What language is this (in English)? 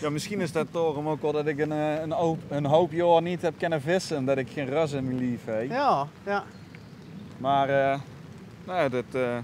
Limburgish